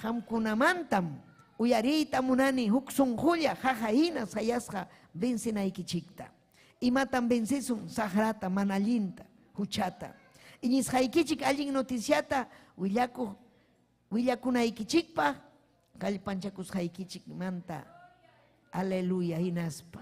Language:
Ayacucho Quechua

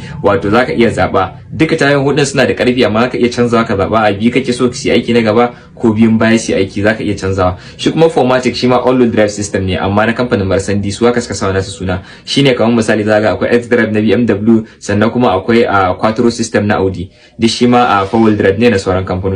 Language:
Hausa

